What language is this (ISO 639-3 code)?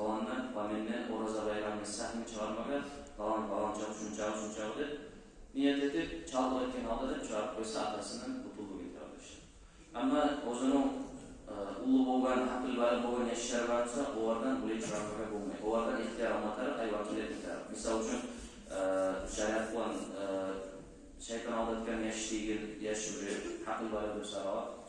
kum